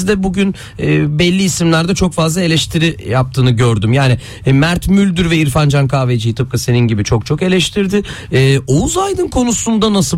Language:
Turkish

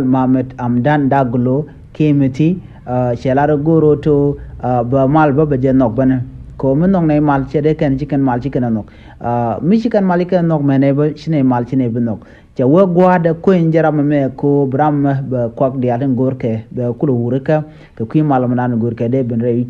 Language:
Nuer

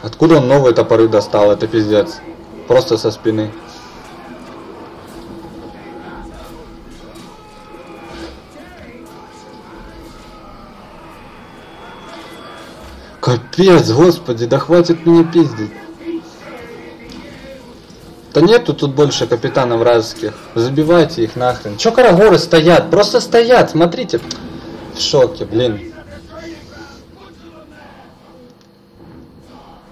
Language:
Russian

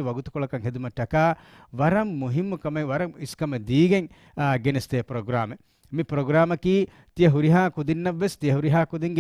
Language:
Divehi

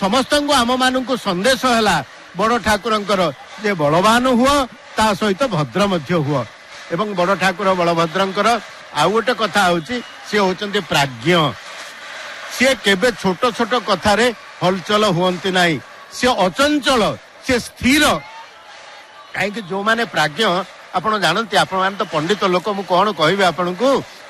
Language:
Odia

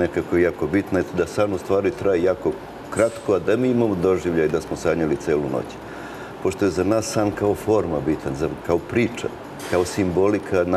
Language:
Serbian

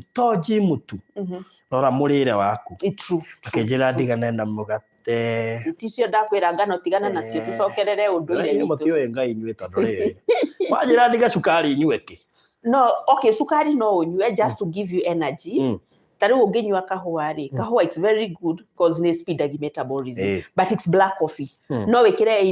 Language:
Kikuyu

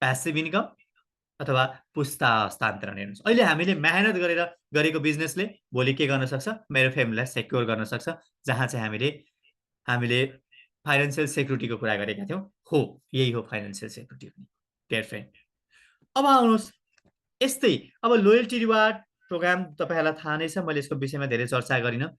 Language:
Nepali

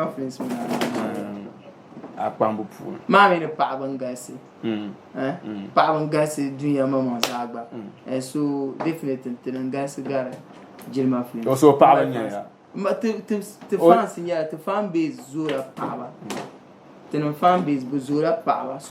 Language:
Dagbani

